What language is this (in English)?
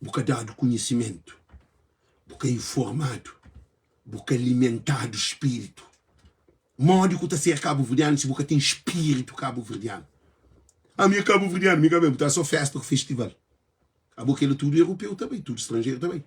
Kabuverdianu